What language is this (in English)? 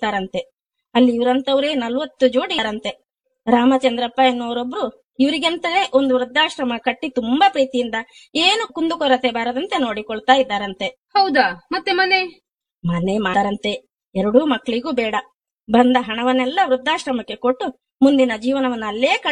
Kannada